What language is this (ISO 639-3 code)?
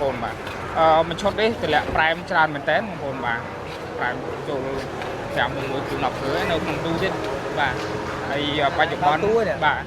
khm